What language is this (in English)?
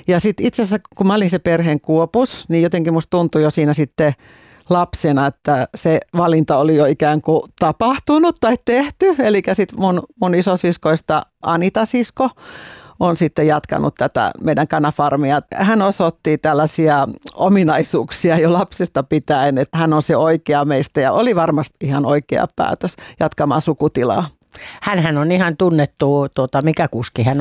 Finnish